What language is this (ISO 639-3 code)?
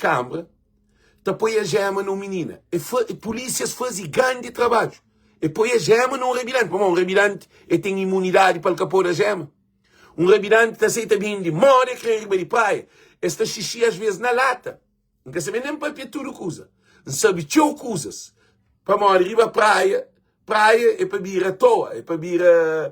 kea